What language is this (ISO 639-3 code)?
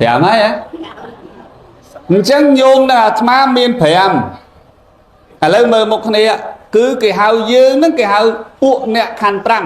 khm